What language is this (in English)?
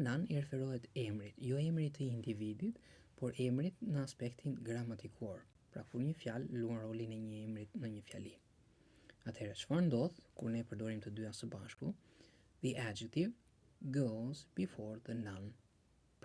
Albanian